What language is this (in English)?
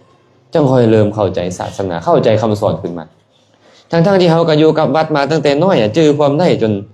Lao